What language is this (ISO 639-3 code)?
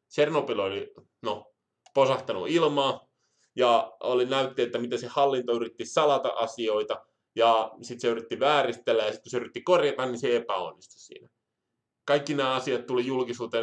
fin